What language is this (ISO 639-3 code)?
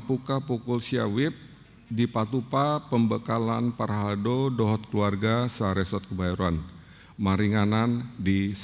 bbc